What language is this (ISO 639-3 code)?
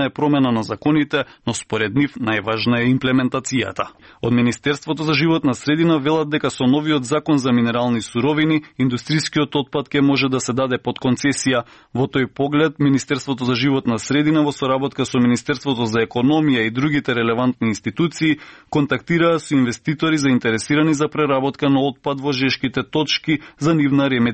mkd